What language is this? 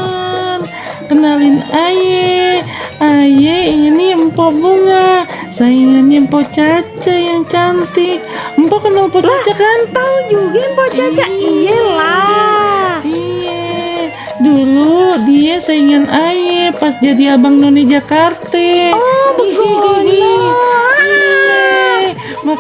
Betawi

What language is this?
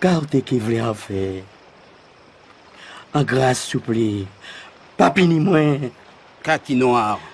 Guadeloupean Creole French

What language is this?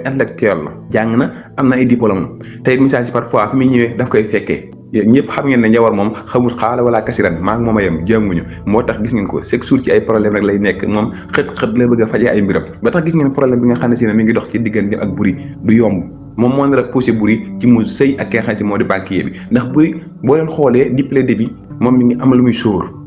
Wolof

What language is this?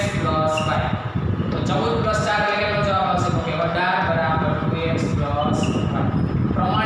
Gujarati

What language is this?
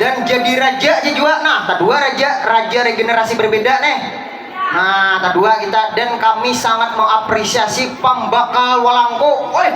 Banjar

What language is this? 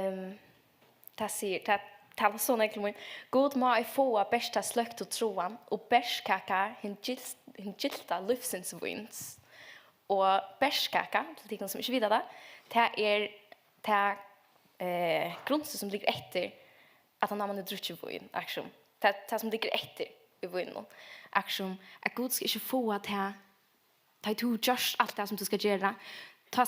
Faroese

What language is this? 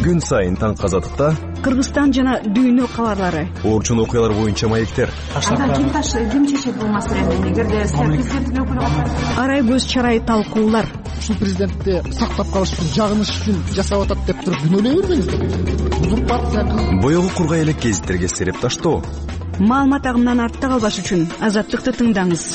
Kyrgyz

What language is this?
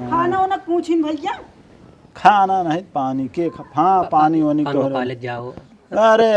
Awadhi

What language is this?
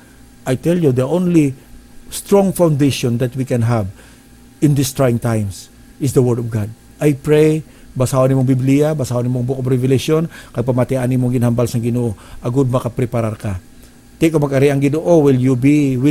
Hiligaynon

